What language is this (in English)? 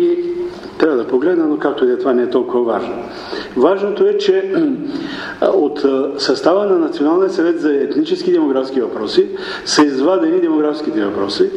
Bulgarian